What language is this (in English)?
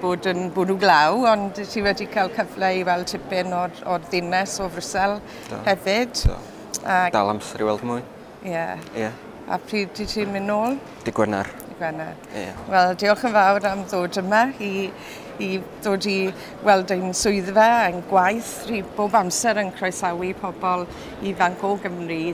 Welsh